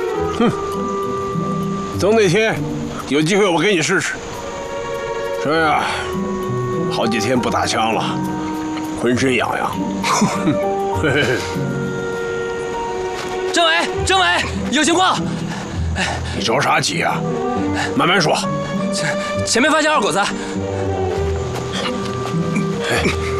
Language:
Chinese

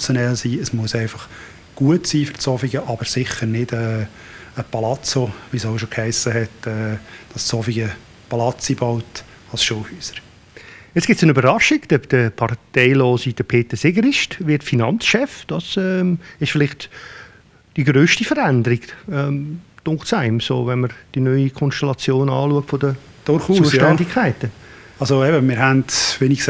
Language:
Swiss German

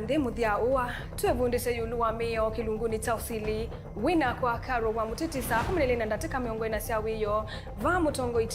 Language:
Kamba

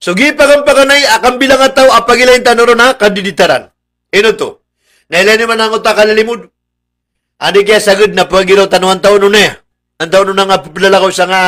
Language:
Maranao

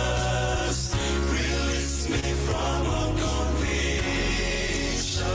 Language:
Gilbertese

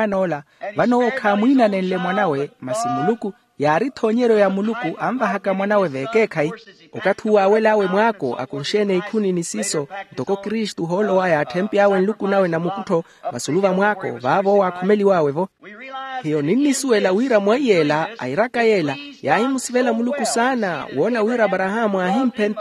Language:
Makhuwa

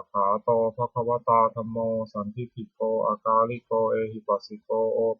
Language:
Pali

